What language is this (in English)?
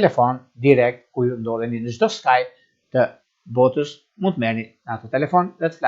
Albanian